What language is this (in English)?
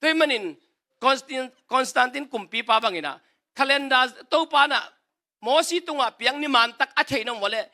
Tedim Chin